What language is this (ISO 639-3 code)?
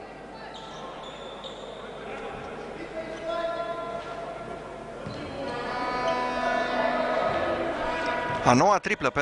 ron